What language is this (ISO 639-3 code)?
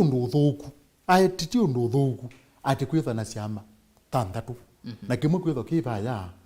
kam